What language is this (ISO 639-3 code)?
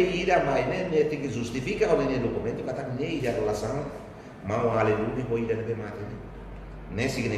tet